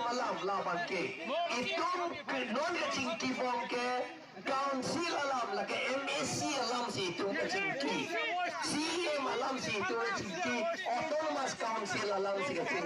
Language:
Karbi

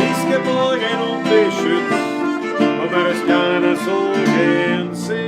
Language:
Bavarian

